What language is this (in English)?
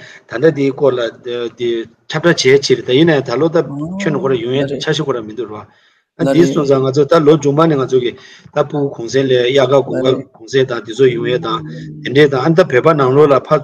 Tibetan